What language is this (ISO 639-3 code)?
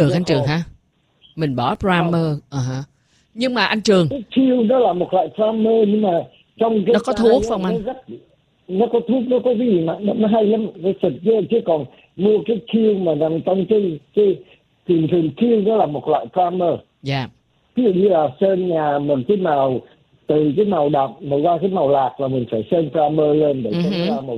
vie